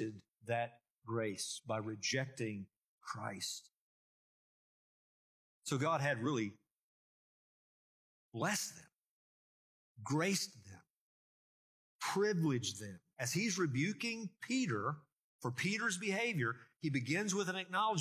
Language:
English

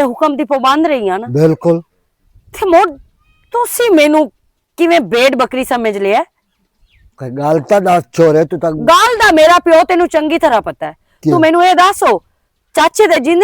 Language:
Western Panjabi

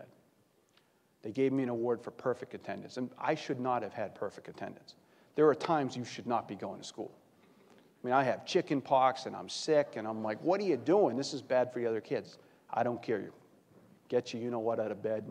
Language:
English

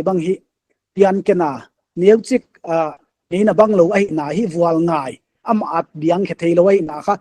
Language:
Paite Chin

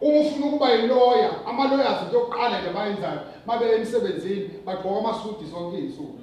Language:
Zulu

